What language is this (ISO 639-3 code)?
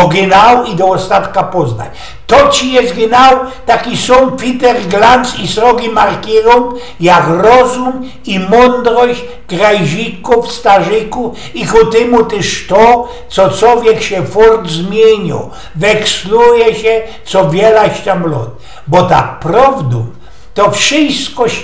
szl